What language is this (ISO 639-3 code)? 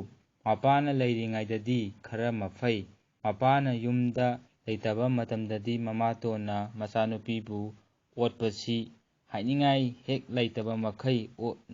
mni